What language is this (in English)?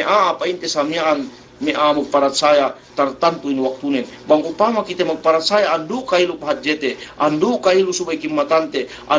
Yakan